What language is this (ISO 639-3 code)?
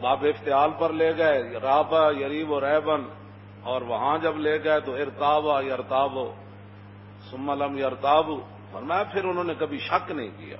lah